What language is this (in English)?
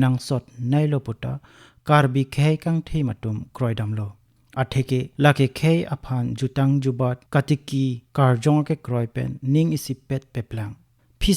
Karbi